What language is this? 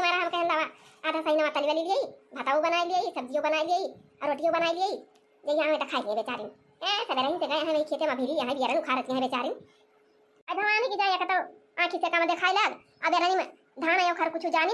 Awadhi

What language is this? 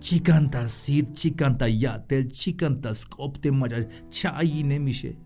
Tzeltal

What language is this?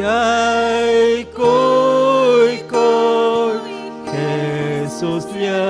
Ayacucho Quechua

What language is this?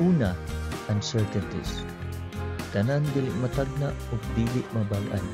Cebuano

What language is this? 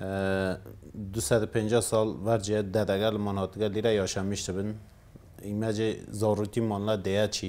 Kurdish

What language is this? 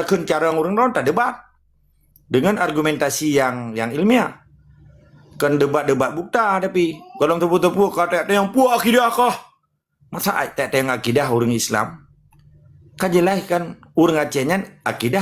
Achinese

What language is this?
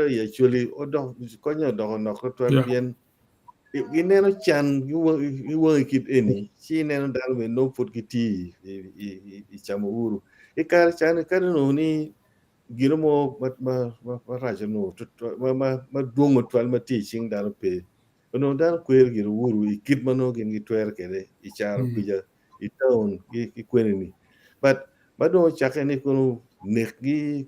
Acoli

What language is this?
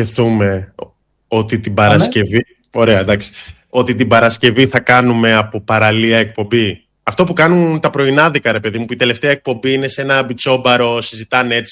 Greek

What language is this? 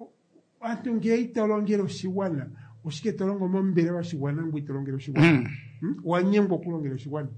Kuanyama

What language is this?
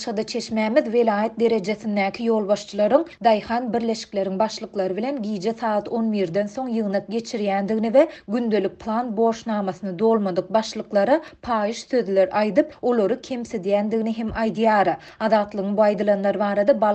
Turkmen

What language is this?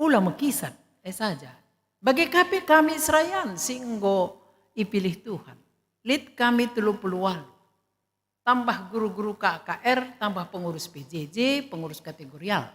Batak Karo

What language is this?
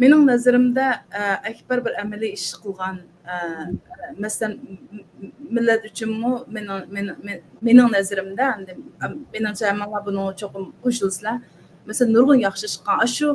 Uyghur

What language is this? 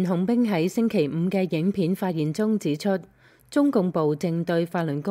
Cantonese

